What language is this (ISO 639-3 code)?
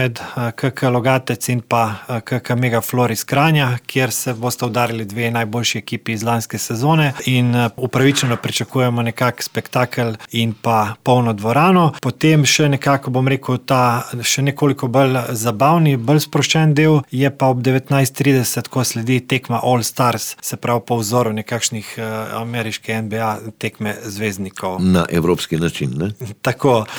slv